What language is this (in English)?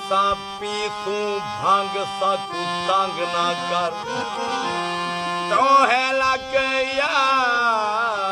Saraiki